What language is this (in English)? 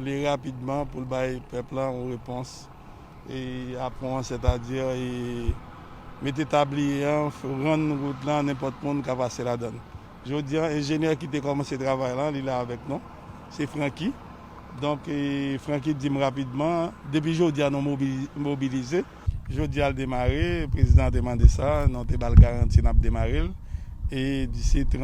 Haitian Creole